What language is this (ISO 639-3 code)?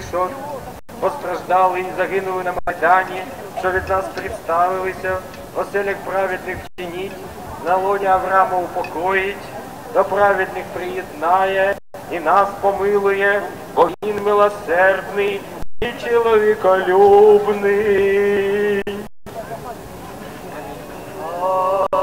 ukr